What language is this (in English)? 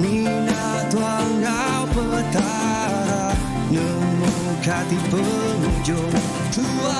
Iban